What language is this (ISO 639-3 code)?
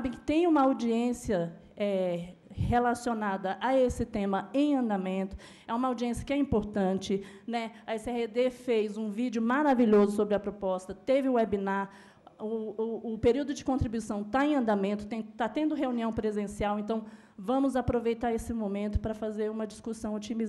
por